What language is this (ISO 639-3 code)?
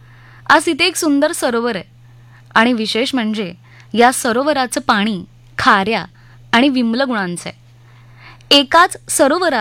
mar